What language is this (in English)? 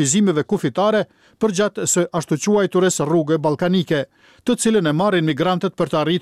Albanian